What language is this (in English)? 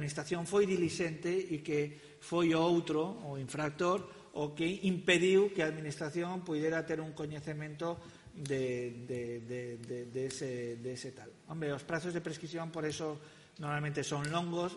Galician